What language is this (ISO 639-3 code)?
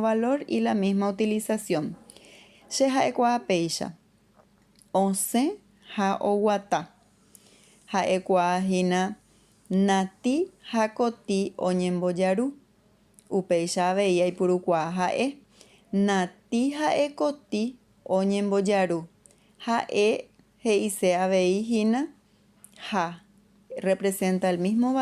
grn